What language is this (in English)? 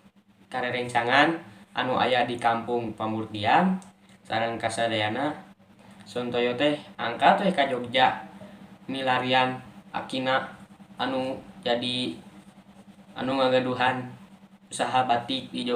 Sundanese